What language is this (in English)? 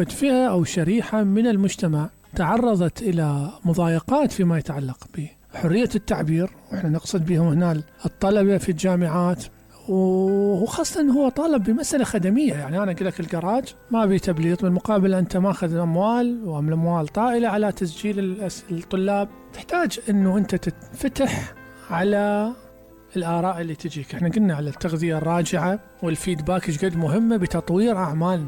Mesopotamian Arabic